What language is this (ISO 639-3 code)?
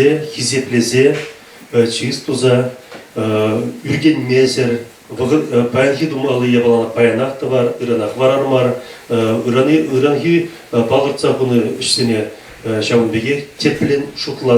chv